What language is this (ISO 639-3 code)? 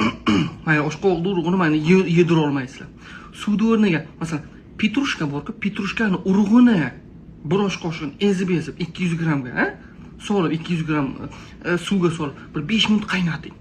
uzb